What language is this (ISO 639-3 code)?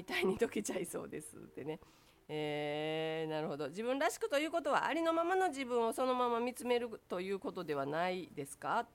jpn